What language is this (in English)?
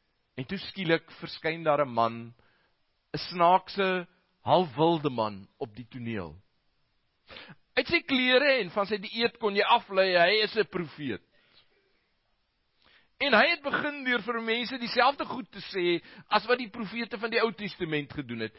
Afrikaans